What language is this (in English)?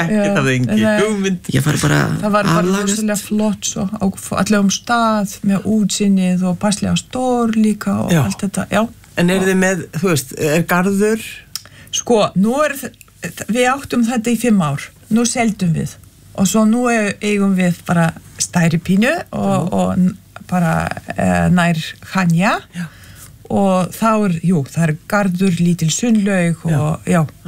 Icelandic